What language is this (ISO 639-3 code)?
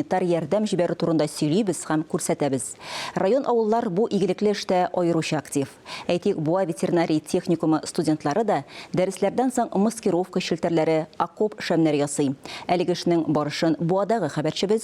tat